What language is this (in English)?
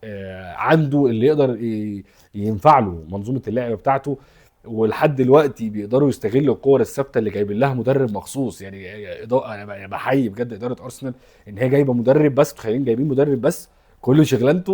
Egyptian Arabic